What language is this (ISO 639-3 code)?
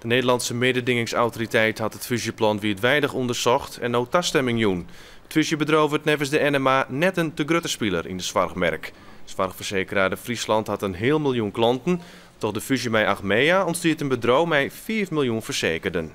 fry